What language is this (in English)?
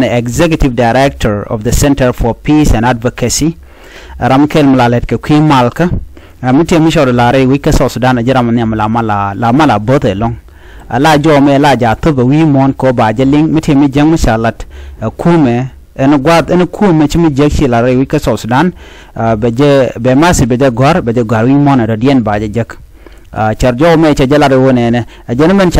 Nuer